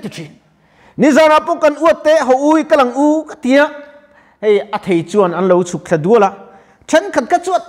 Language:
Mizo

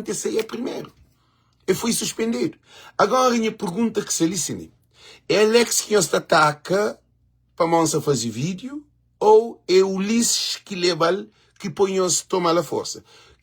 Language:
Kabuverdianu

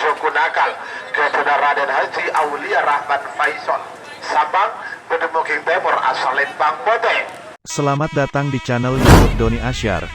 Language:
Madurese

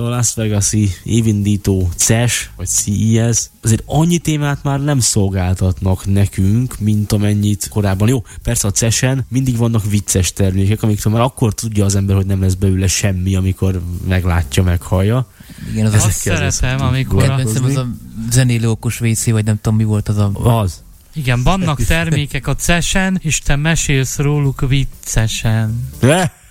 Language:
Hungarian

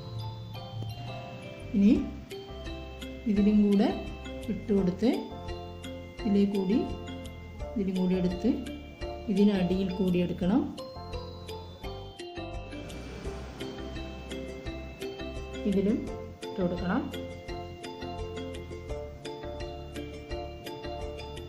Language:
Malayalam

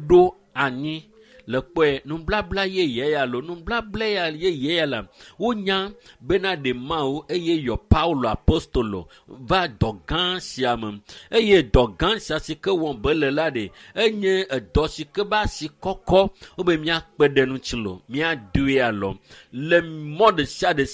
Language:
Ewe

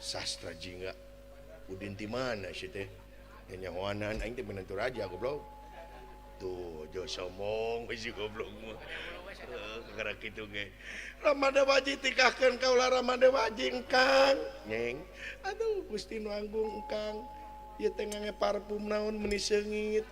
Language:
Sundanese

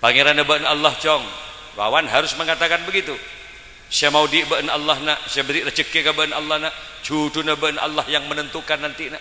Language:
Madurese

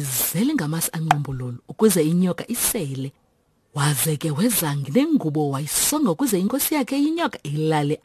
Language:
Xhosa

